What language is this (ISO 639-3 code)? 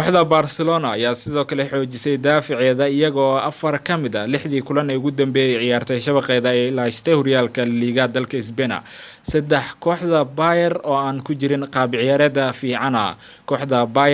som